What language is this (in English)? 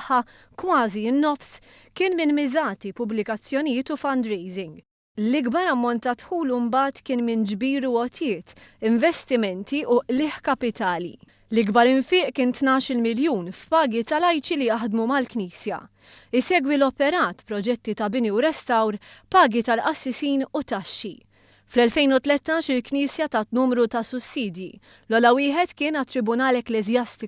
Maltese